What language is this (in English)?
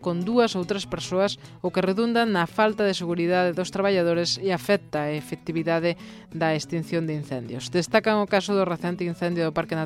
Galician